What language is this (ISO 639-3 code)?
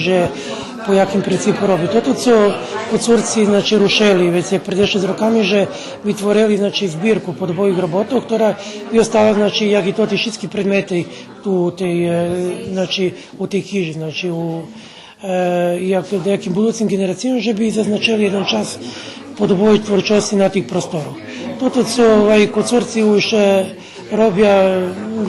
rue